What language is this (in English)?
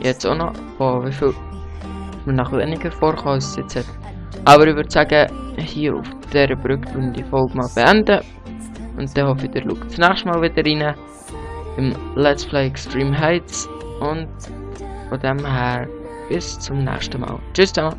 Swiss German